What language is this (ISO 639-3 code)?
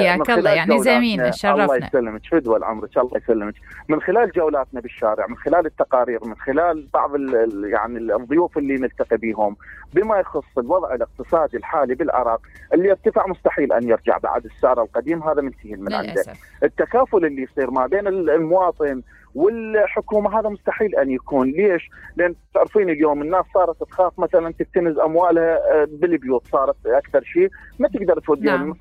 acm